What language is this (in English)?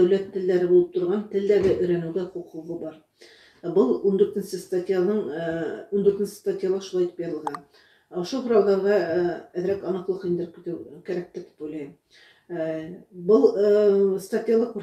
Bashkir